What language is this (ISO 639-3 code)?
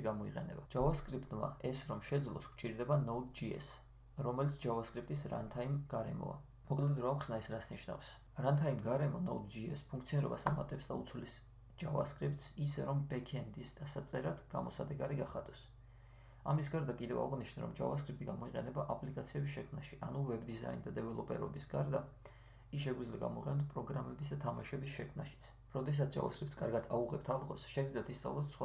kat